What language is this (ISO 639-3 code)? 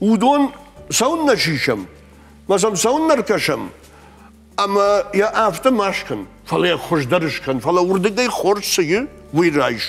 oss